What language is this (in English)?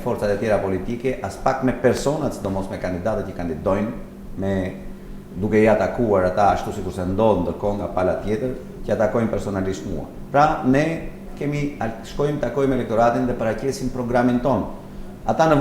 Albanian